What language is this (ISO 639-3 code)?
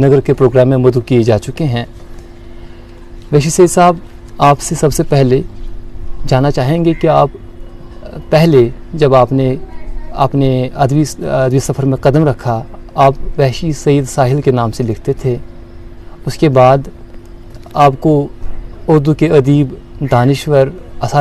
urd